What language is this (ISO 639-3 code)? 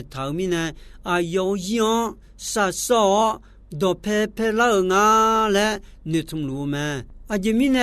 ahk